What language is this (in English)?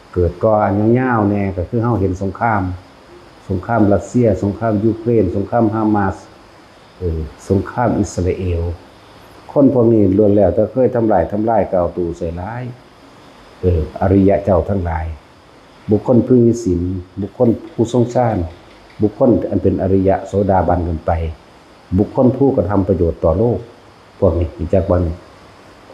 Northeastern Thai